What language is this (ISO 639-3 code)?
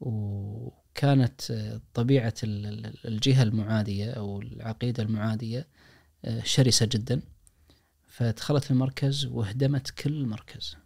ars